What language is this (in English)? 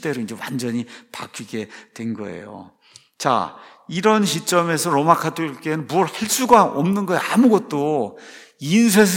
Korean